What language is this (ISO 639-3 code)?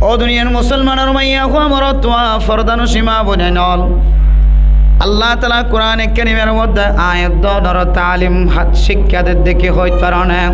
rhg